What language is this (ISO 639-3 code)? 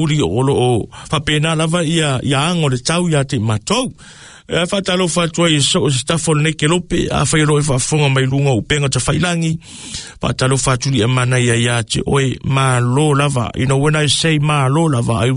smo